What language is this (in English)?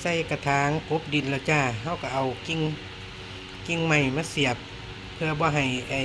Lao